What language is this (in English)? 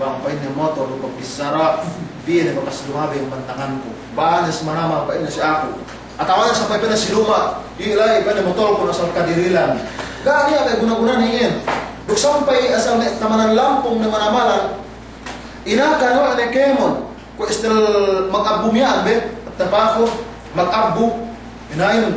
Yakan